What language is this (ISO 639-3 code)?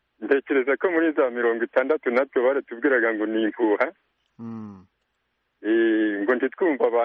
kin